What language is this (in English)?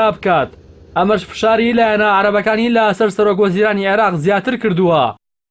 Central Kurdish